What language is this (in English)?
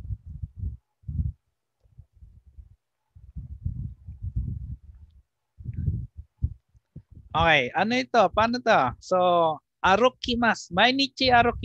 Filipino